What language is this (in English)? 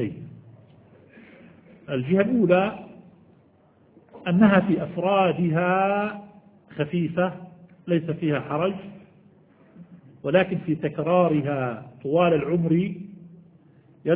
Arabic